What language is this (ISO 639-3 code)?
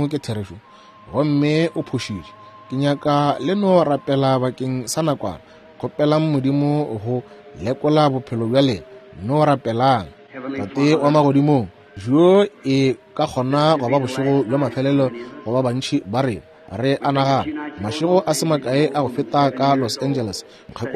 nso